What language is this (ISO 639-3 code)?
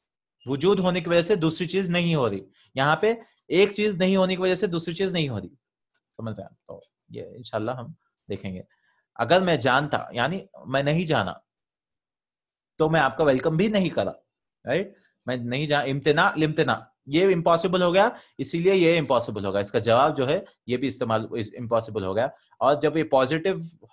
urd